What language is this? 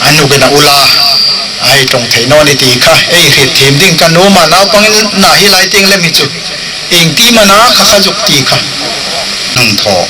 Hmar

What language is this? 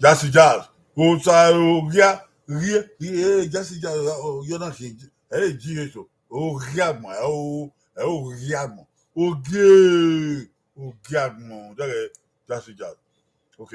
Bini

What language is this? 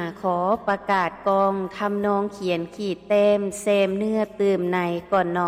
Lao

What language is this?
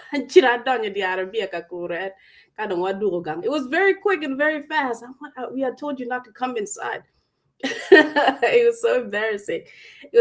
Acoli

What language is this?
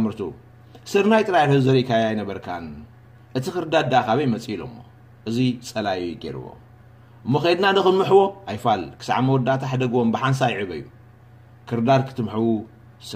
Tigrinya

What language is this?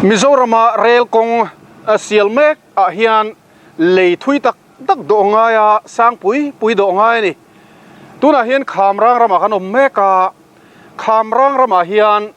Mizo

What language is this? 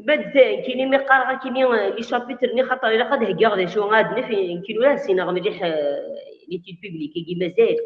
Kabyle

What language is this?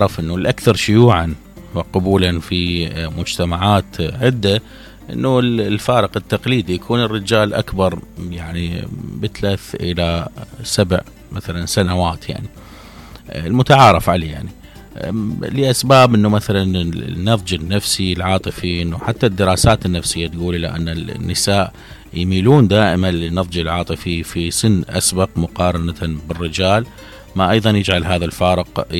Mesopotamian Arabic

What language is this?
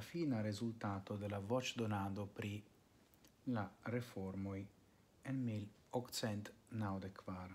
Esperanto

